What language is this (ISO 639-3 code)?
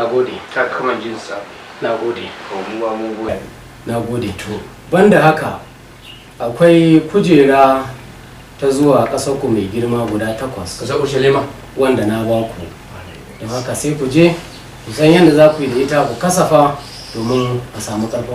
hau